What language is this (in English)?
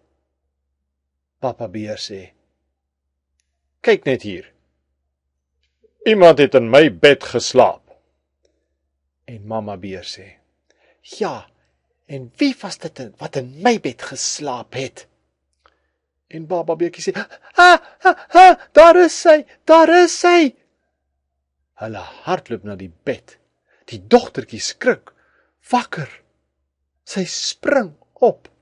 Afrikaans